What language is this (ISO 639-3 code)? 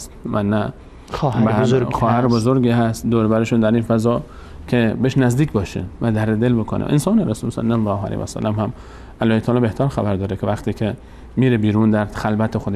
fas